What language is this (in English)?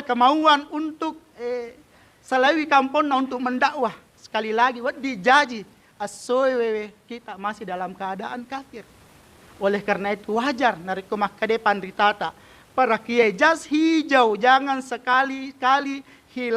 Buginese